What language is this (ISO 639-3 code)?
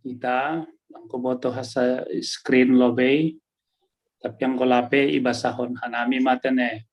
bts